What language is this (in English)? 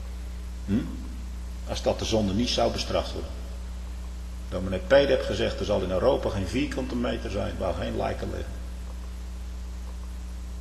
Dutch